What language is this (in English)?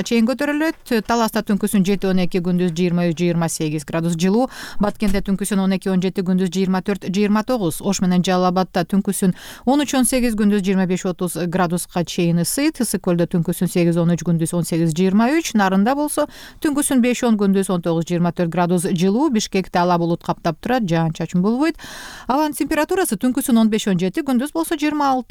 Kyrgyz